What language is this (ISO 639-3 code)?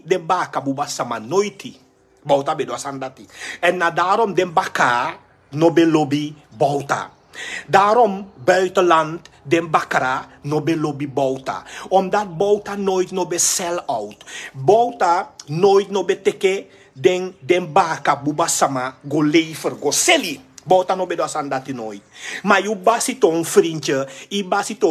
srn